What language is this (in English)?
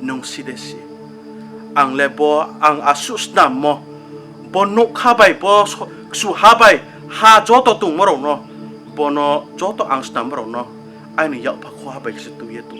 Riang (India)